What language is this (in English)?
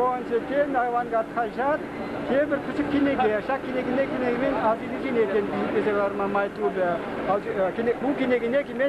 Chuvash